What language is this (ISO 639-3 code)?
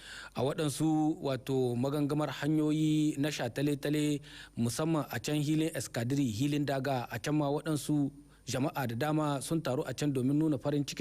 hau